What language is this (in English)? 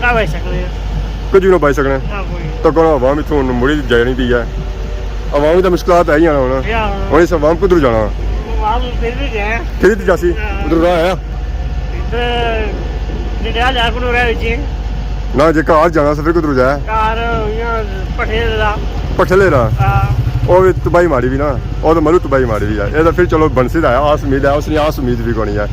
Pahari-Potwari